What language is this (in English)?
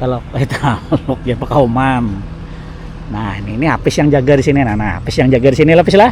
Banjar